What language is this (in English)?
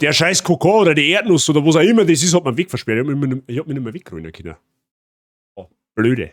Bavarian